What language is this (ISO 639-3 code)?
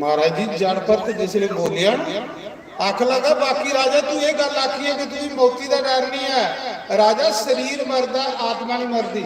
doi